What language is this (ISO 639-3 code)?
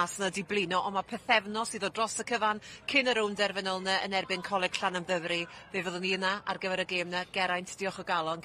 cym